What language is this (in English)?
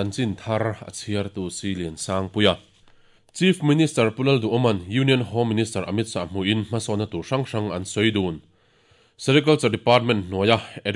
Mizo